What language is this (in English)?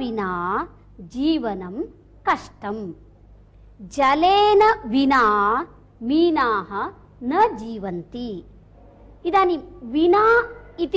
Sanskrit